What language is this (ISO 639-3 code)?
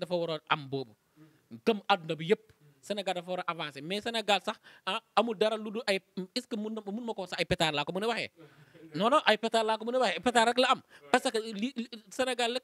wol